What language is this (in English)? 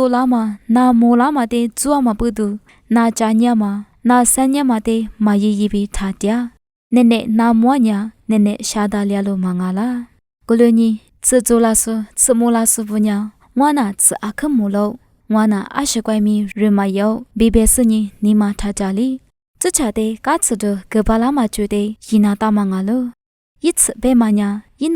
Lisu